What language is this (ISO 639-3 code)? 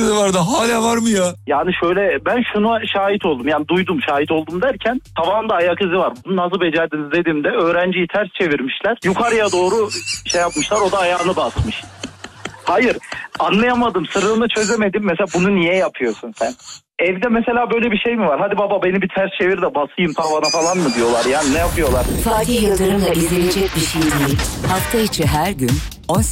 tur